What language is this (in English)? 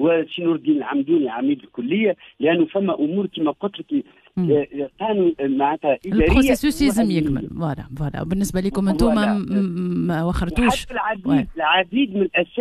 Tunisian Arabic